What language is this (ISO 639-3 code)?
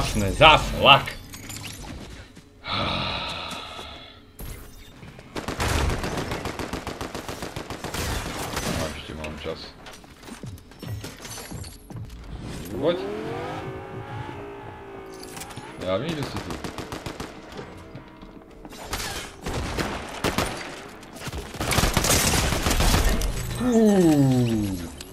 slk